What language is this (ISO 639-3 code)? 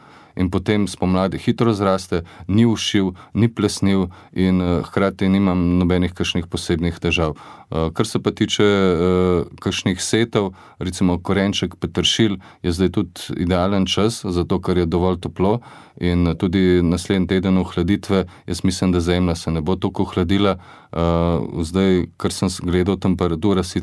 slv